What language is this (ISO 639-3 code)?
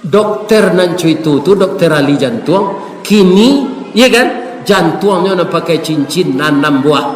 min